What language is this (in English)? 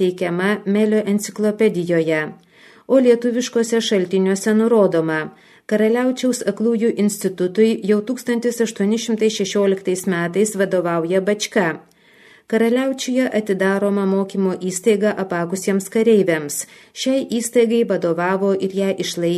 Lithuanian